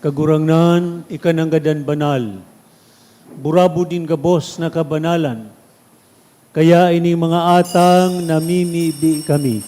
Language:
Bikol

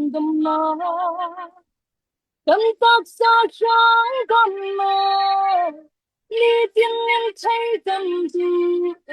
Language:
Falam Chin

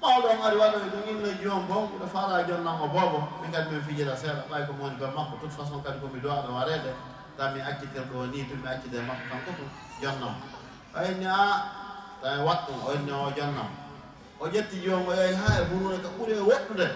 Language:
Fula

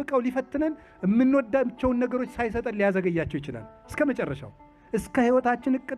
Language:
Amharic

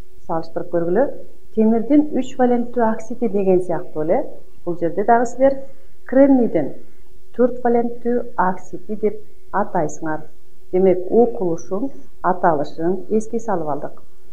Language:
Kyrgyz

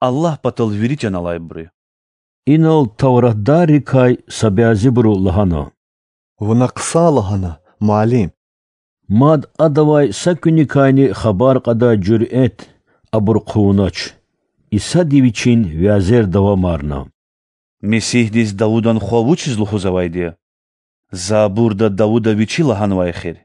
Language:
Lezghian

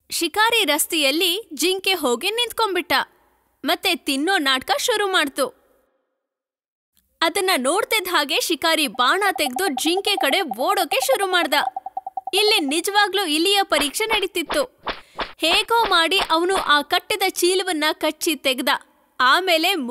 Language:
Kannada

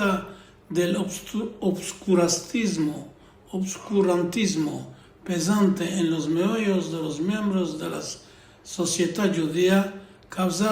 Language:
Ladino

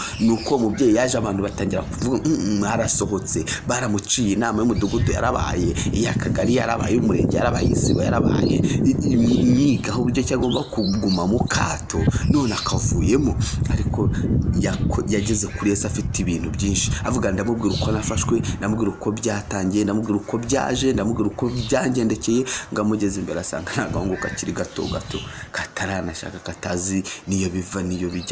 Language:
Kinyarwanda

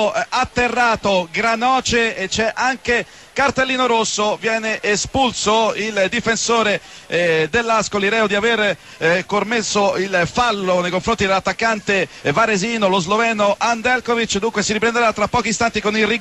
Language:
Italian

